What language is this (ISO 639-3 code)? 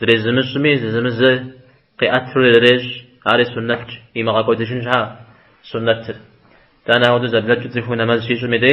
kbd